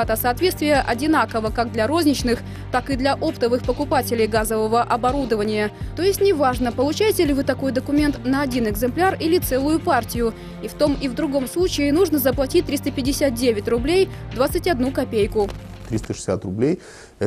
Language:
Russian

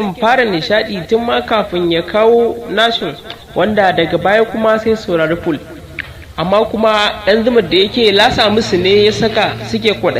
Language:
Hausa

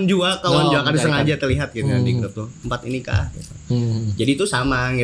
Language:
Banjar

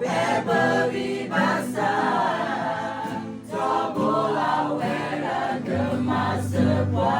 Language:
S'gaw Karen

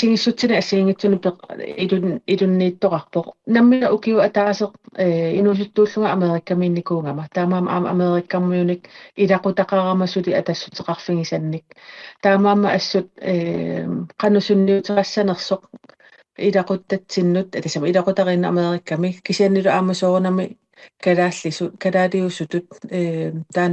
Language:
Kalaallisut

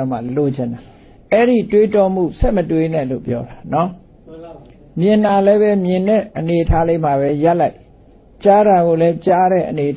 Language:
Burmese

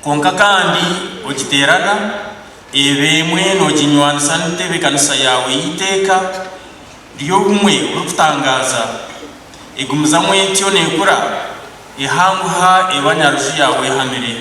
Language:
Nyankole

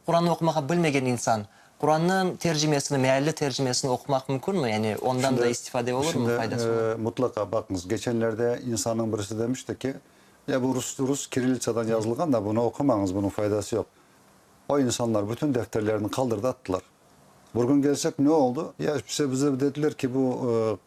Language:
Crimean Tatar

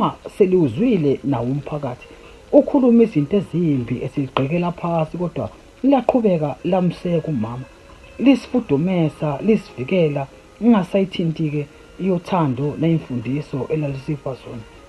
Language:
Zulu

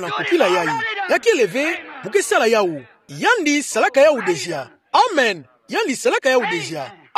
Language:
Kituba (Democratic Republic of Congo)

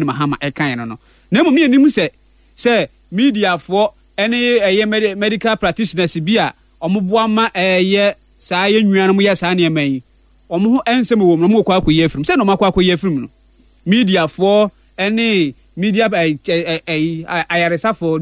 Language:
Akan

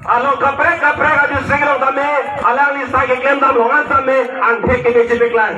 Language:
Karbi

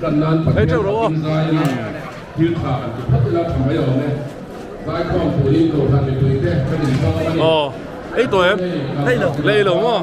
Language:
Mizo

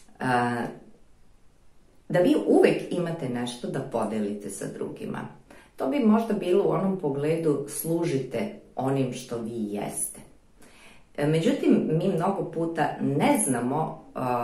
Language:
Serbian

